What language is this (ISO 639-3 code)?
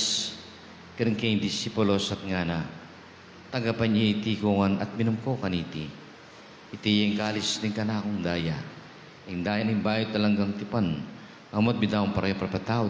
pam